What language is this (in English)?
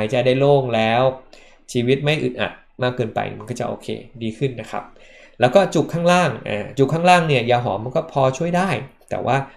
Thai